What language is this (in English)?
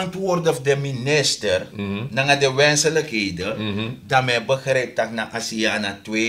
Sranan Tongo